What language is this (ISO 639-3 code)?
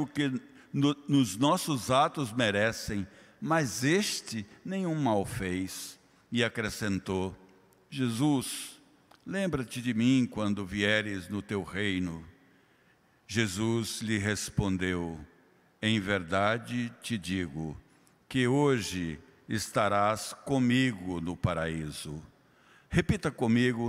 por